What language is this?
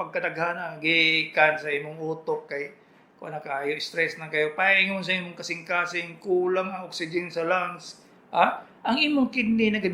Cebuano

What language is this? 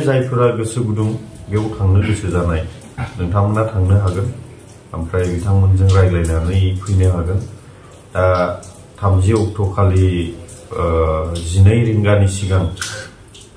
Bodo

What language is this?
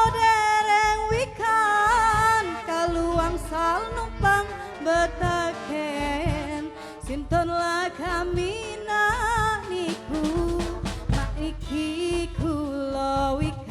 Musi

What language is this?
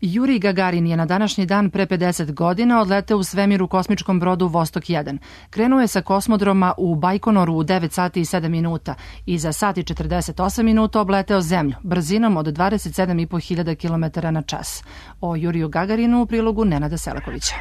Serbian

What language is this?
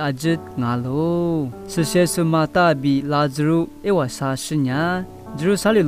Lisu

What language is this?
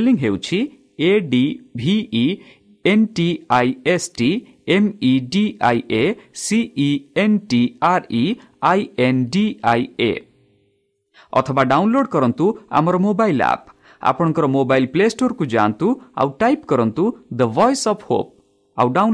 Odia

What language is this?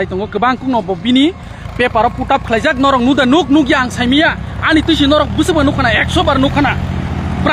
Kok Borok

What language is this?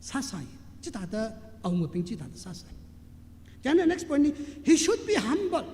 Tangkhul Naga (India)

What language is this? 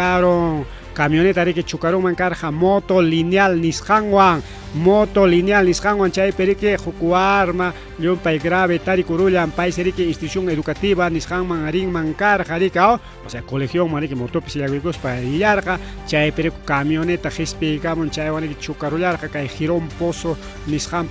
Ayacucho Quechua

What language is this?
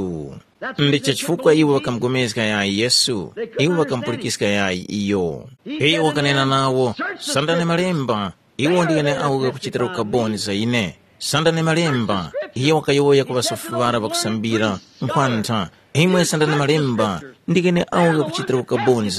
Tumbuka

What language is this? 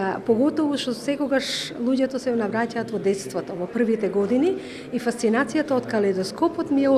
Macedonian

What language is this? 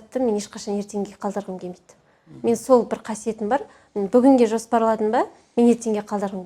Kazakh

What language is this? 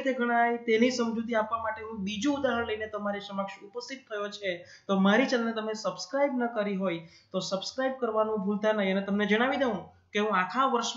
Gujarati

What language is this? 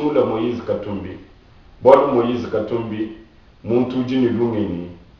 Luba-Lulua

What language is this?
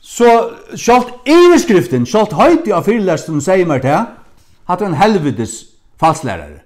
Faroese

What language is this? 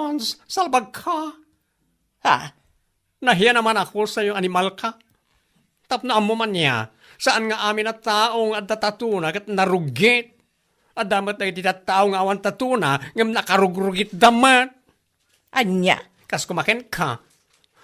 Iloko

